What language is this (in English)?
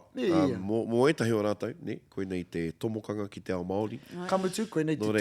Māori